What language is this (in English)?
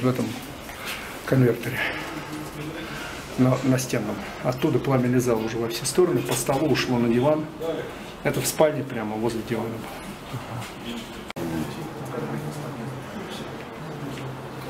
Russian